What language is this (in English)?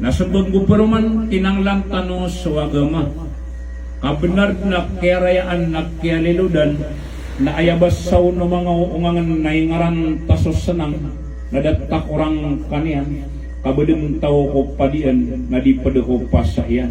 Maranao